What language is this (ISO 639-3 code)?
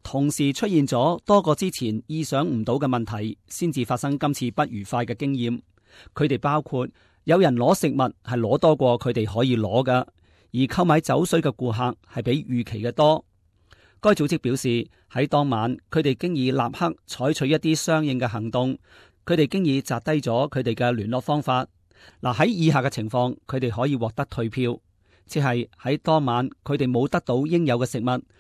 yue